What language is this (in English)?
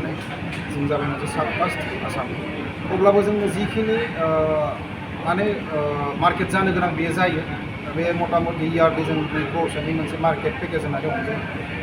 Bodo